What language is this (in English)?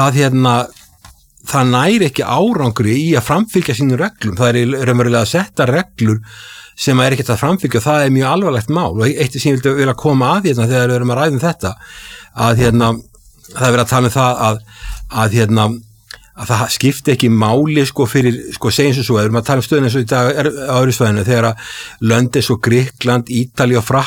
Icelandic